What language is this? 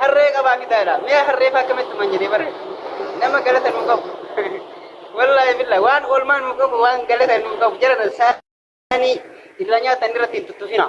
Oromo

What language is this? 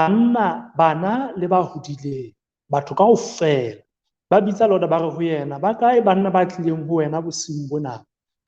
Southern Sotho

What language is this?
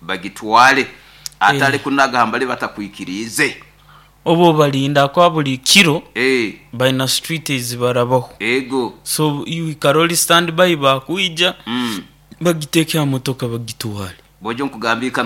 Nyoro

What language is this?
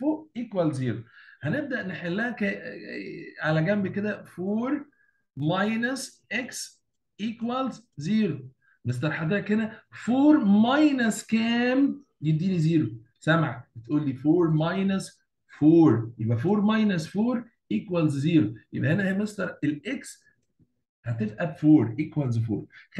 Egyptian Arabic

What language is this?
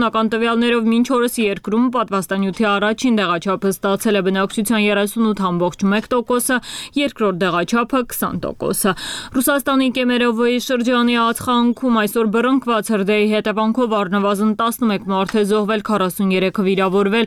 Armenian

